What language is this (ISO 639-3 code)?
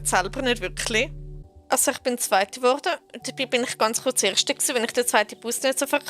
gsw